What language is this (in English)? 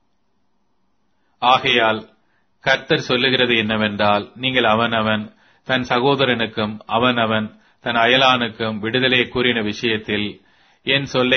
Tamil